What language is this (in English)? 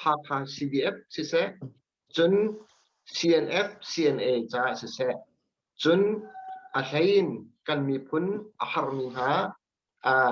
Hakha Chin